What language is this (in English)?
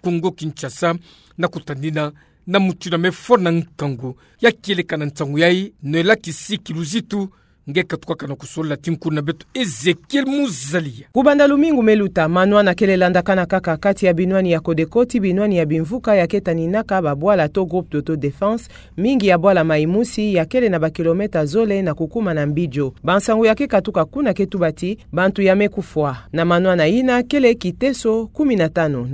Kituba (Democratic Republic of Congo)